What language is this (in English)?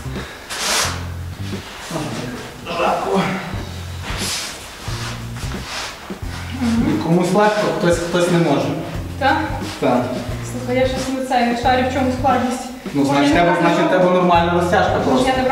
Ukrainian